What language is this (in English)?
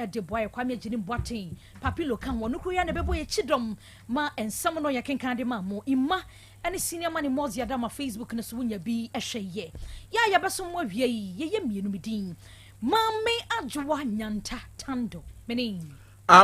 Akan